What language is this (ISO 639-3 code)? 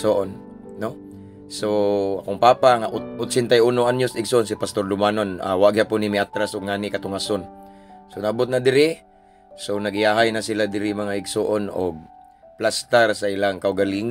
ceb